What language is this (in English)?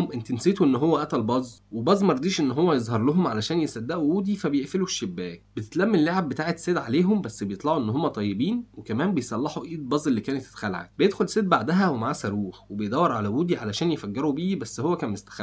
Egyptian Arabic